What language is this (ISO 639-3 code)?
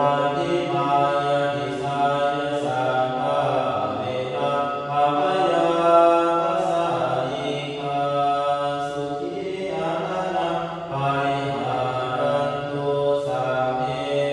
pli